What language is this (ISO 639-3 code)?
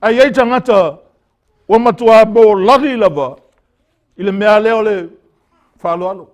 smo